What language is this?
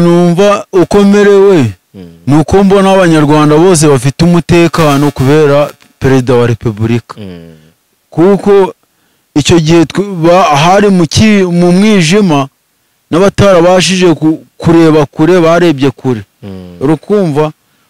Kinyarwanda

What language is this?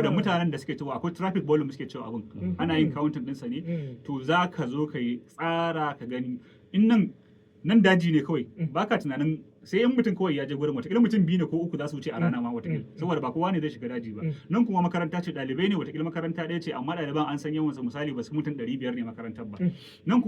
Hausa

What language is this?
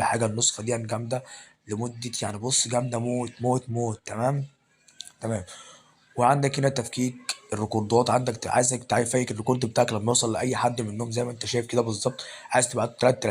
Egyptian Arabic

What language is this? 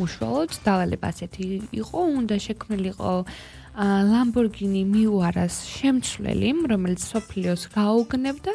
Georgian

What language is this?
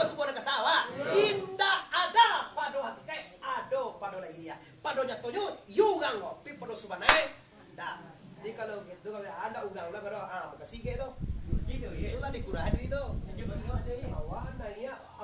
Minangkabau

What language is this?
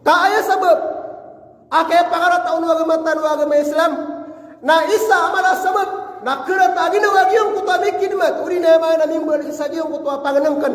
Maranao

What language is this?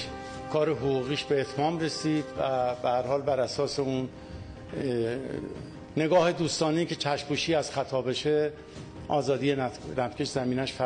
Persian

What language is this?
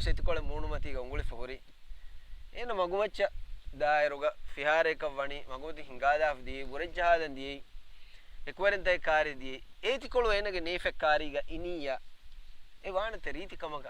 Divehi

